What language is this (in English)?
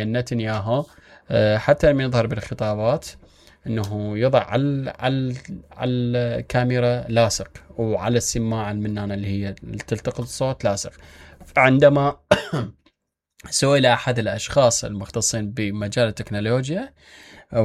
Mesopotamian Arabic